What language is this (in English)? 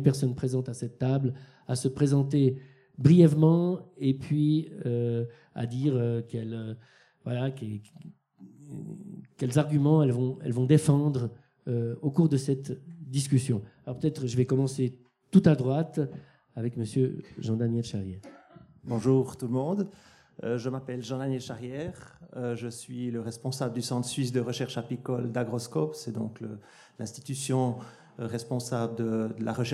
French